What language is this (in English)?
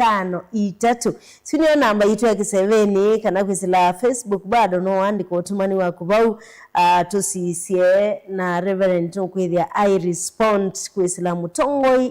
Kamba